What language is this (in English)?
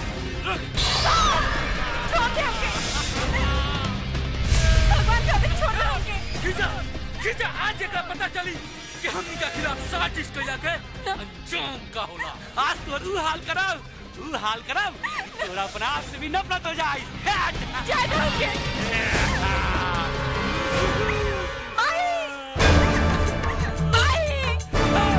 Bhojpuri